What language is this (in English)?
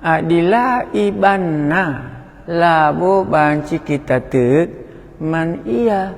Batak Karo